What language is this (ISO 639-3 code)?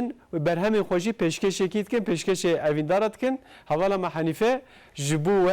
kur